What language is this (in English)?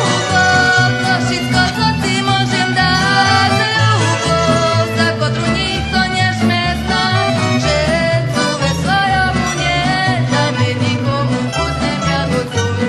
Rusyn